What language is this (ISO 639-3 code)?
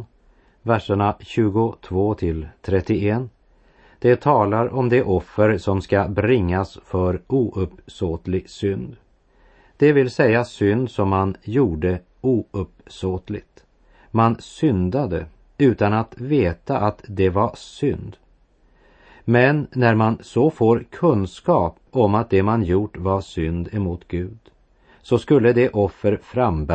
swe